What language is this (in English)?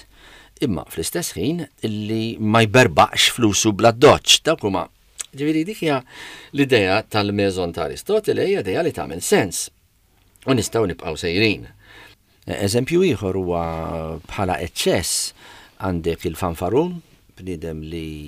Maltese